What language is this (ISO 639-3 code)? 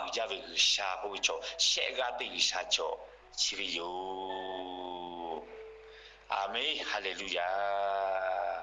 lhu